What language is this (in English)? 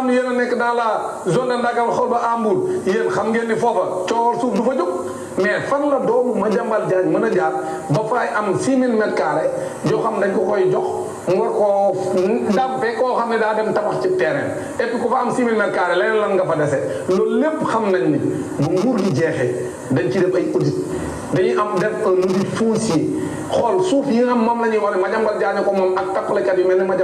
Wolof